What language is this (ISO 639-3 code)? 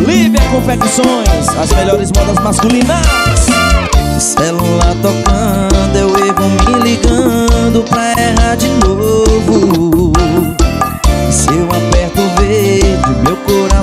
por